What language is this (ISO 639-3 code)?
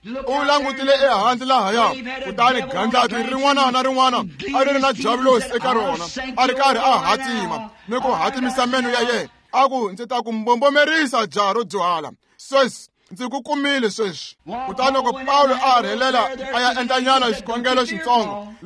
tso